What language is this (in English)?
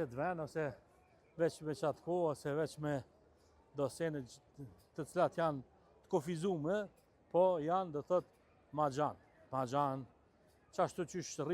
Albanian